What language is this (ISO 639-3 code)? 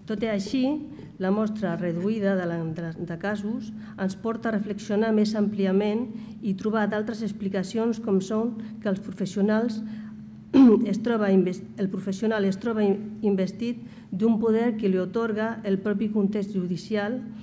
cat